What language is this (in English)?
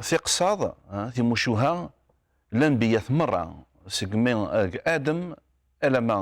Kabyle